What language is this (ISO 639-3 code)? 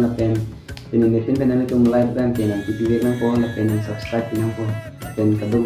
mjw